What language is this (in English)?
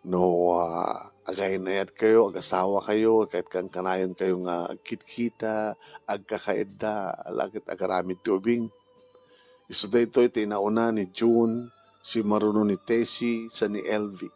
Iloko